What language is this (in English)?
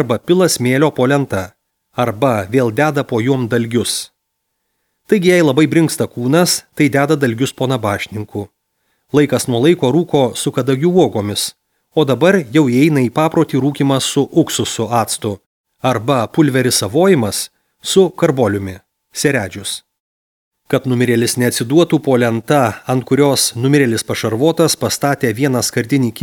Lithuanian